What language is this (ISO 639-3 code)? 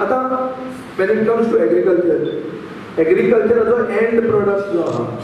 kok